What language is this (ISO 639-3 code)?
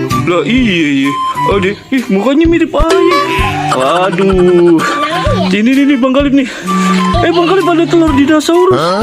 bew